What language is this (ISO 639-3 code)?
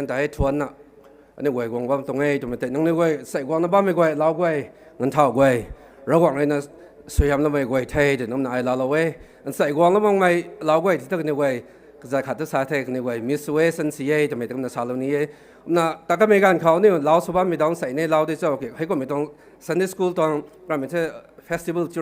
nbu